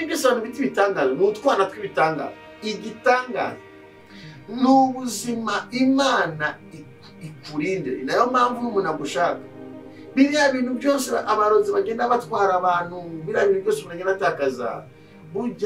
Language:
Kinyarwanda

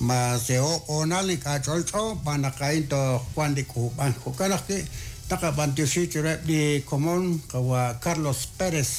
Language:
Kekchí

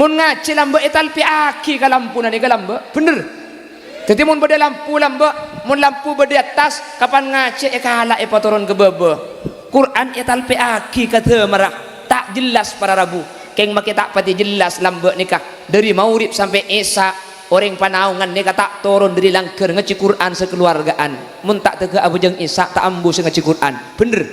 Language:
Madurese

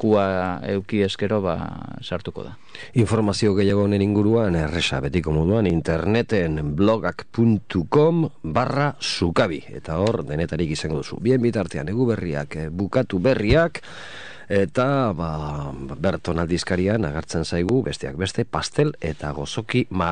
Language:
Basque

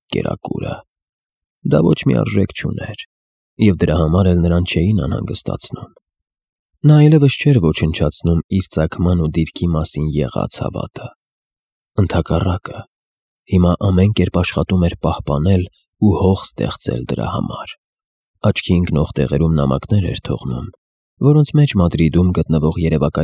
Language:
Armenian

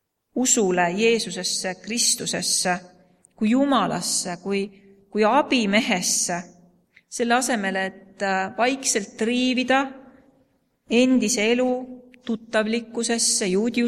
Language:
Estonian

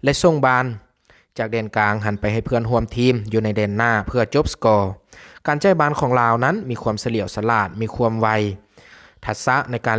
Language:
Lao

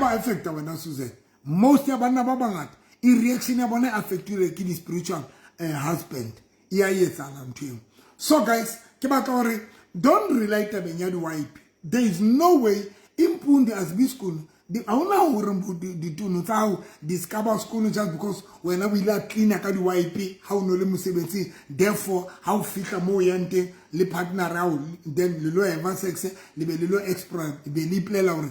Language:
Southern Sotho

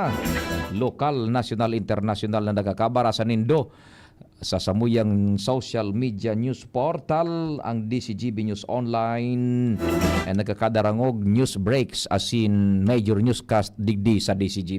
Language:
Bikol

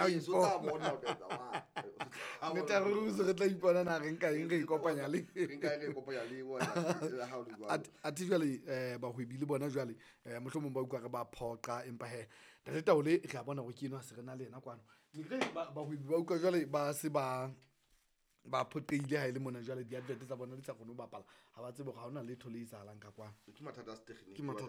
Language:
Southern Sotho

